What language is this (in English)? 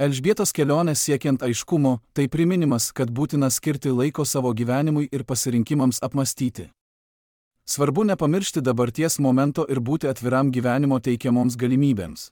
Lithuanian